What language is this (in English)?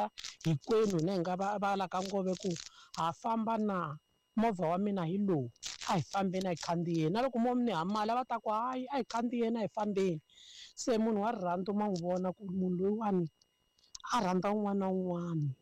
Tsonga